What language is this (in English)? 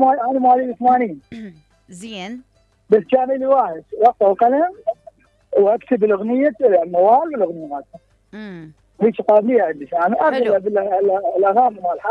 Mesopotamian Arabic